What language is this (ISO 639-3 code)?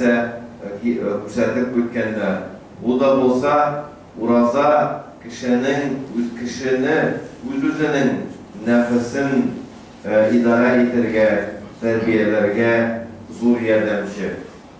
tat